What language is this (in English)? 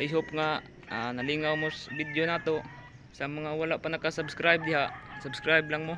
Cebuano